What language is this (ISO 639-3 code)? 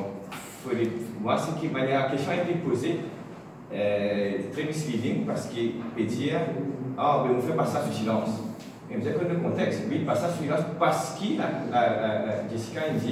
mfe